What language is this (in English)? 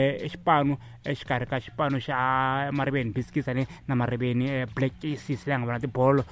Tsonga